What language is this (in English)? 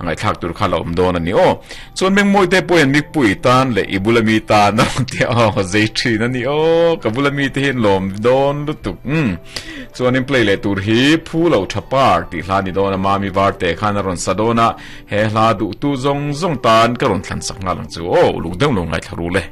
Mizo